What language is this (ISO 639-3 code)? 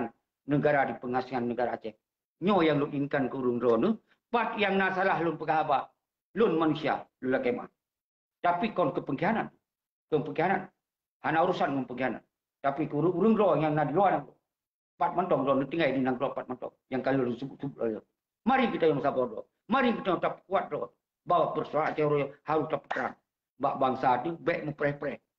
ace